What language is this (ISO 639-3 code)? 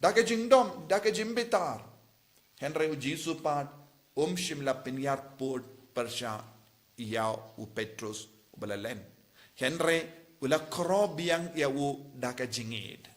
kha